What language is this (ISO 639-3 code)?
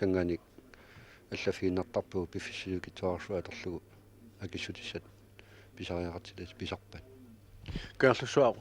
kal